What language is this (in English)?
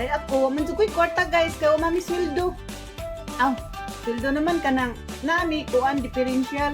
Cebuano